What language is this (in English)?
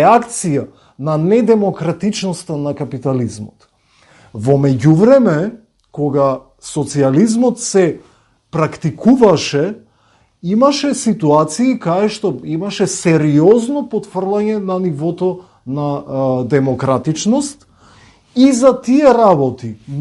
Macedonian